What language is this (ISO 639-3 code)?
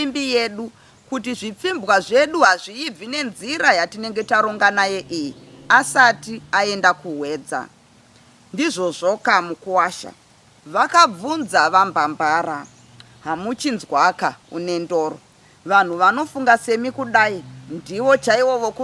sna